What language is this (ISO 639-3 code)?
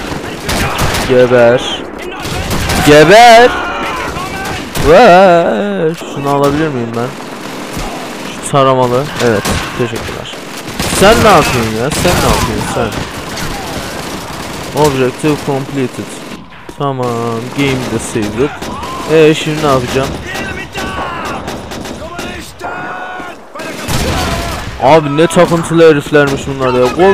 tur